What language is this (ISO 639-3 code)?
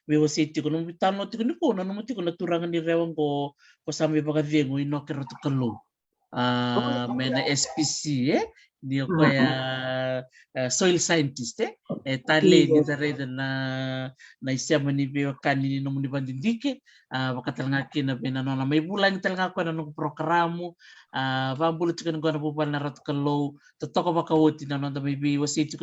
fij